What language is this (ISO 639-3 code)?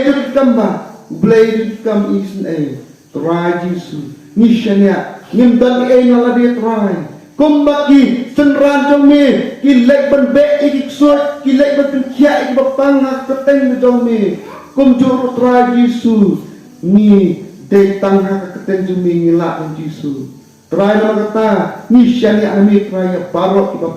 kha